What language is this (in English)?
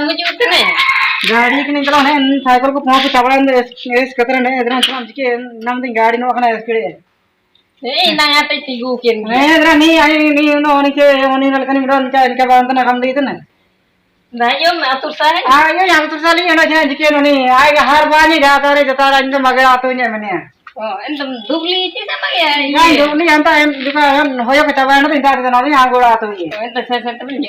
Ho